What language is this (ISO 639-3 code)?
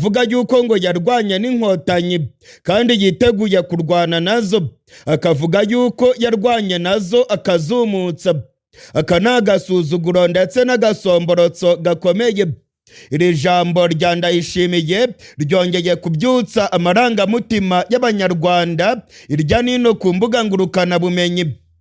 kin